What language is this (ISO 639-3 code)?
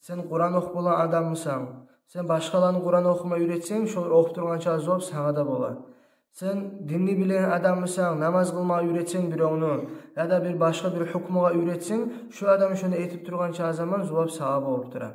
kum